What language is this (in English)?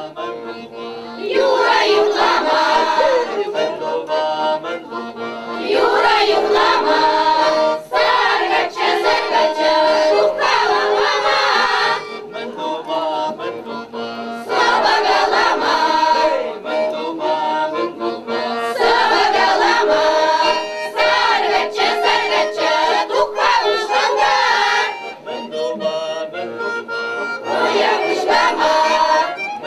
Chuvash